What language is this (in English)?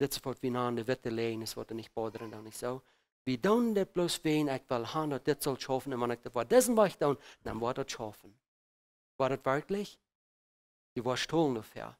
Plautdietsch